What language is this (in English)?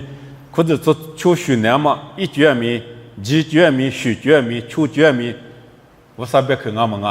Lisu